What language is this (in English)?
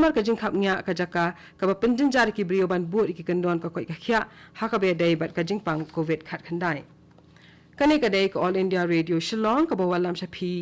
Khasi